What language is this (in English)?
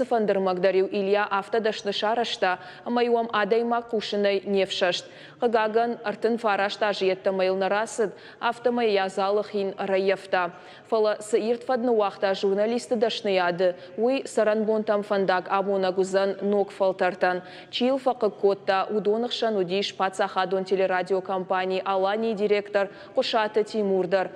Ossetic